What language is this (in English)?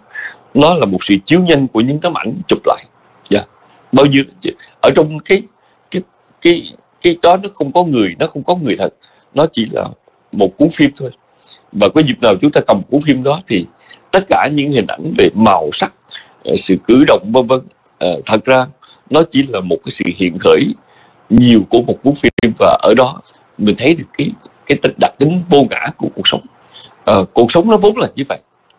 Vietnamese